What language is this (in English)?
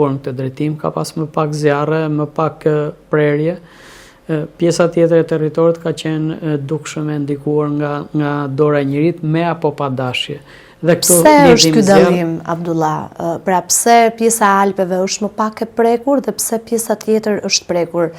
Albanian